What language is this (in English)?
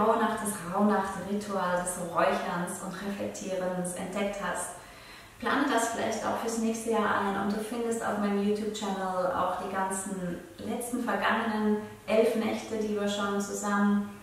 Swiss German